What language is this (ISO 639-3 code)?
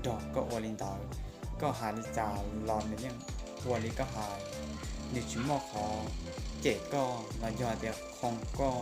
hmn